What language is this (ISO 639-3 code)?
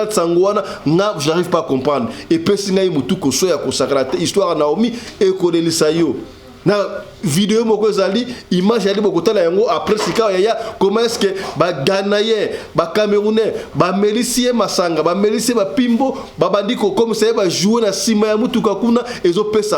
lin